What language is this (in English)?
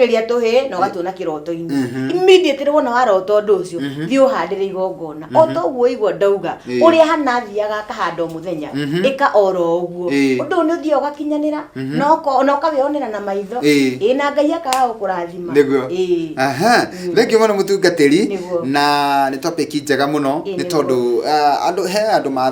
Kikuyu